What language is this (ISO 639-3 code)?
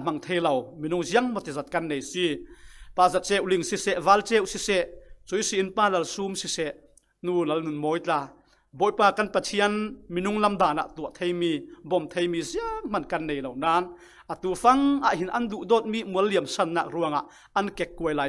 cfm